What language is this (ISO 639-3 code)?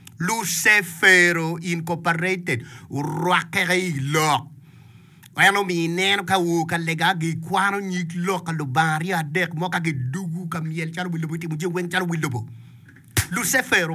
ach